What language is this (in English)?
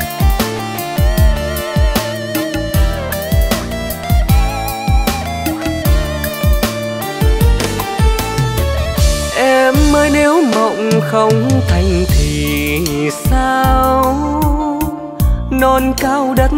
Vietnamese